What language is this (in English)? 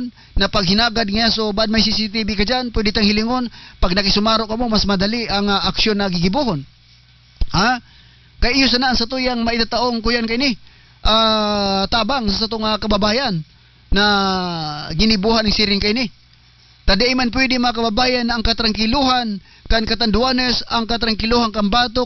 Bikol